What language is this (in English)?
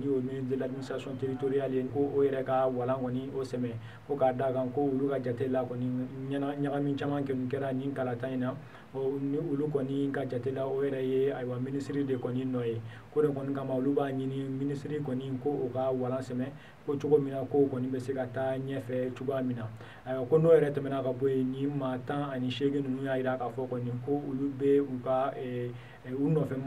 Bambara